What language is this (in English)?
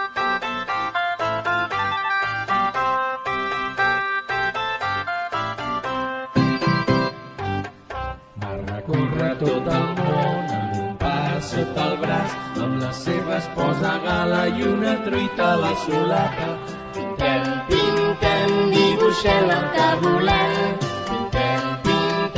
Catalan